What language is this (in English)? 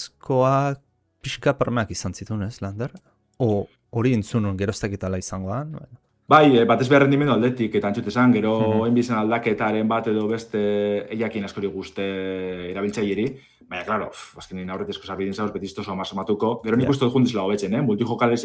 Basque